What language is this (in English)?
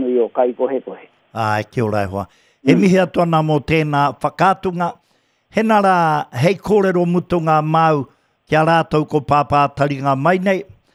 Māori